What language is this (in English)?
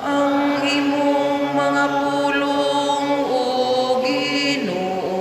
Cebuano